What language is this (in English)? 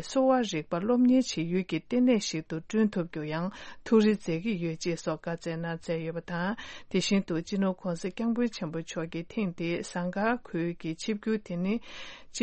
Tibetan